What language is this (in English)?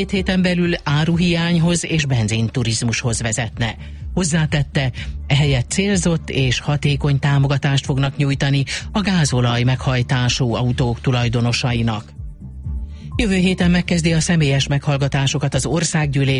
Hungarian